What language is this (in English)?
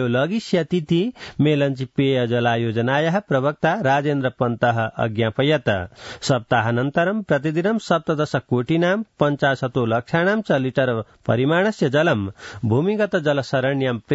Sanskrit